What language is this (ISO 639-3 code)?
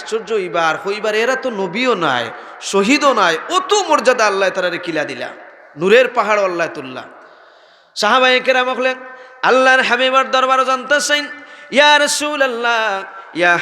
syl